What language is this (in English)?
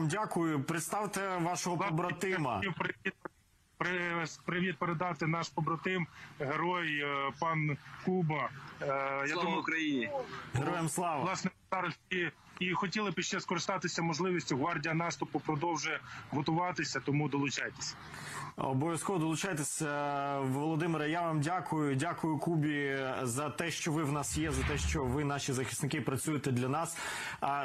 Ukrainian